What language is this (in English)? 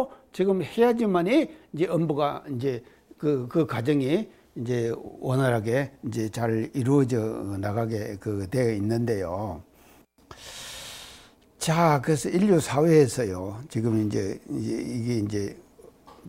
Korean